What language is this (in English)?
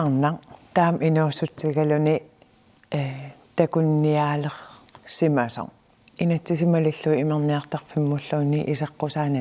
Kalaallisut